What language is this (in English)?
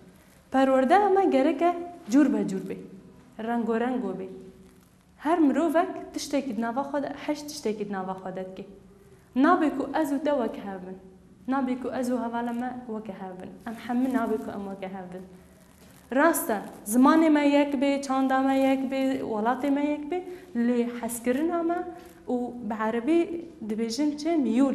Kurdish